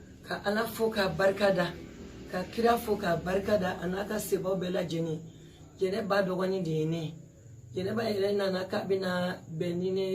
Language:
Bambara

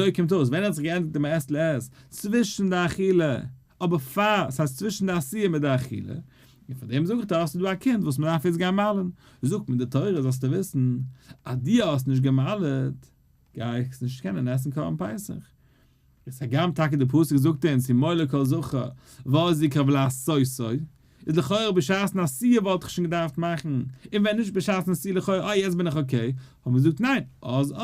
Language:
Yiddish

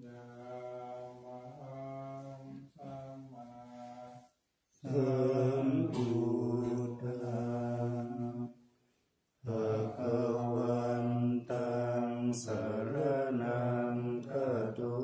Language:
Pali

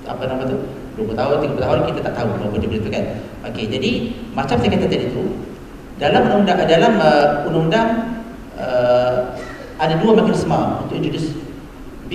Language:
Malay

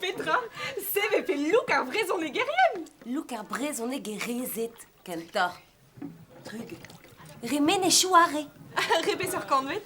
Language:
Breton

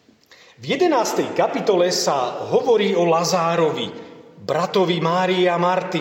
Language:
Slovak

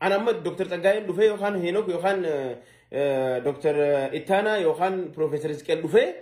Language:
Oromo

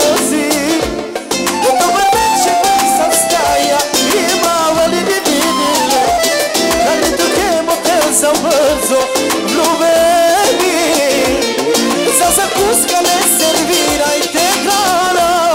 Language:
Bulgarian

